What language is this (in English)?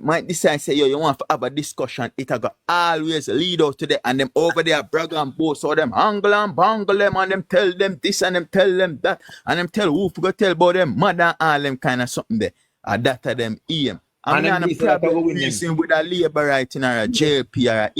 Jamaican Creole English